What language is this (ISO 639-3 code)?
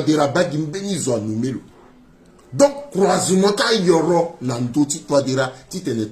sag